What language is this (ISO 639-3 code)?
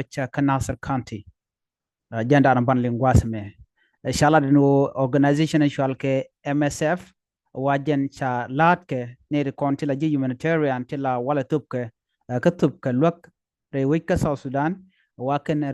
nus